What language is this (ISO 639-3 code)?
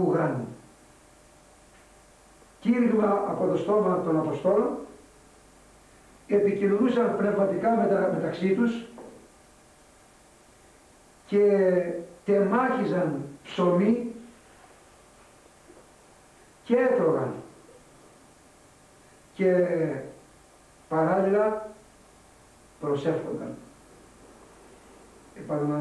ell